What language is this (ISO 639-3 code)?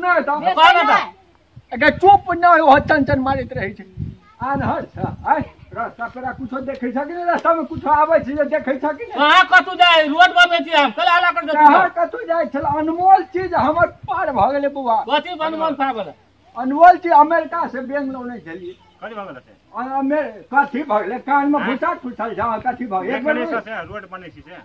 mai